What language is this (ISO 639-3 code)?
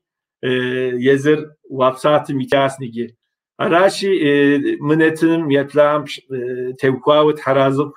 kbd